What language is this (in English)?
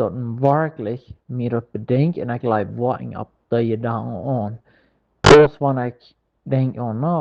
Plautdietsch